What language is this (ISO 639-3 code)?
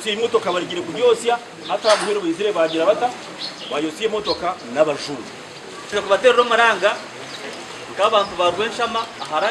nyn